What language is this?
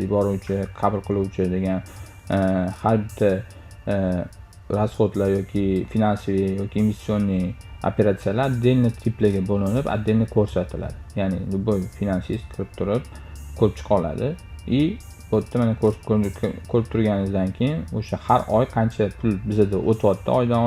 Uzbek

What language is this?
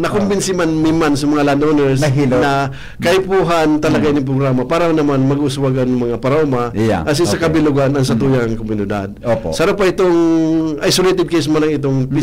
Bikol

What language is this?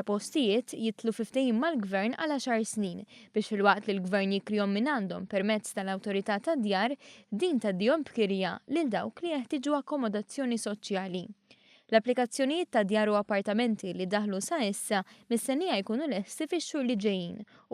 Maltese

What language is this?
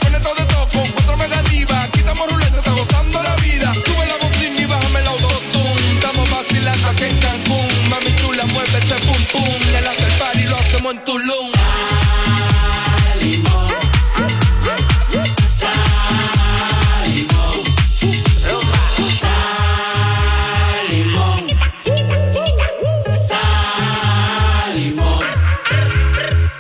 Spanish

